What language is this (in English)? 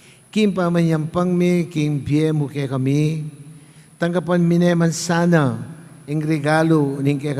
Pampanga